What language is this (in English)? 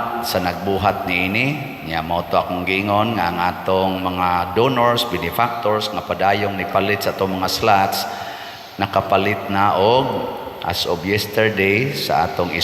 Cebuano